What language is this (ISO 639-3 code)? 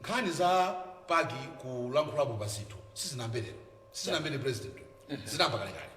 nya